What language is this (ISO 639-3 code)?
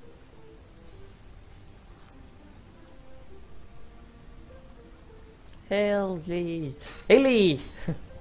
nld